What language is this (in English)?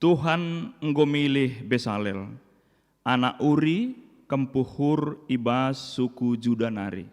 Batak Karo